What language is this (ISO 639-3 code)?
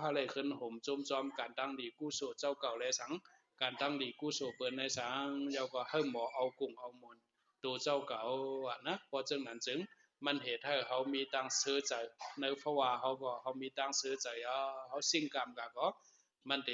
shn